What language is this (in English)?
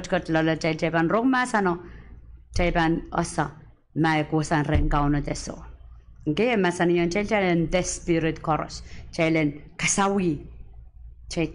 Pohnpeian